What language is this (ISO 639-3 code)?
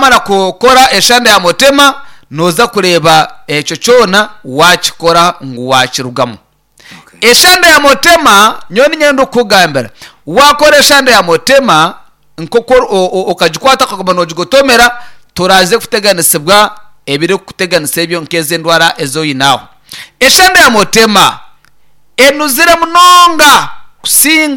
nyn